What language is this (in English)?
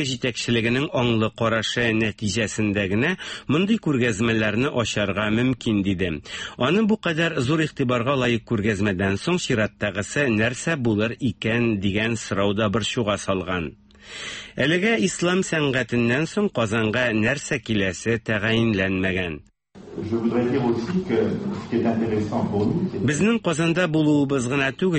Tatar